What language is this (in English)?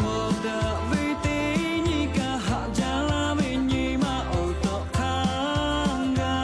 Lahu